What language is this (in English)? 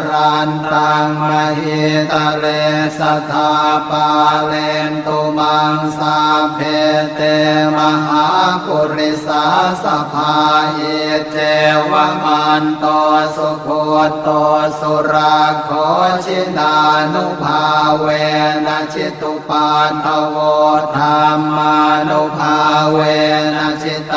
Pali